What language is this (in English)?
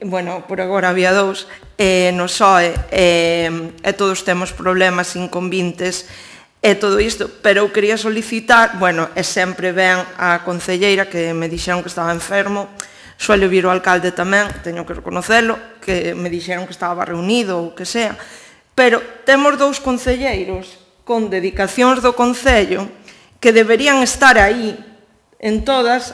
Galician